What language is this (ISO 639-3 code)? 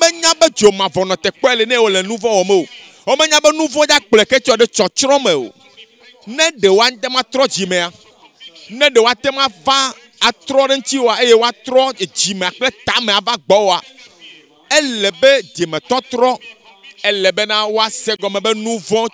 ewe